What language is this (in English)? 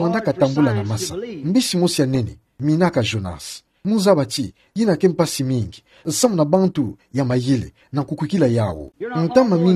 Kituba (Democratic Republic of Congo)